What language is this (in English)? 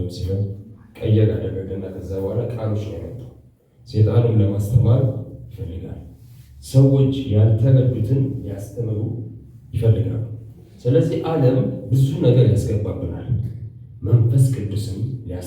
Amharic